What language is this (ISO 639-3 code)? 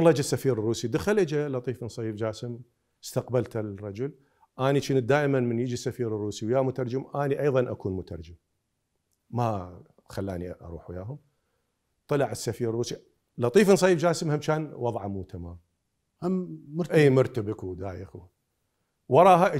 acm